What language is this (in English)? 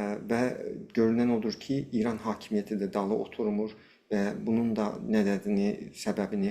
South Azerbaijani